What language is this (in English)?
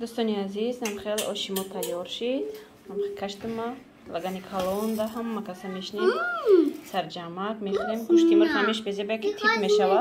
Tajik